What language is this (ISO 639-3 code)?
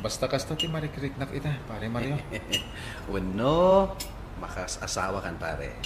ilo